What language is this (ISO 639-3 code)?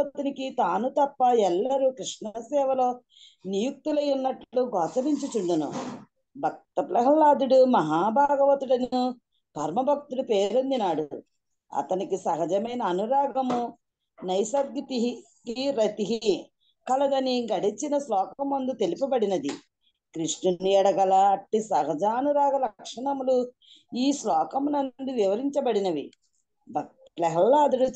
tel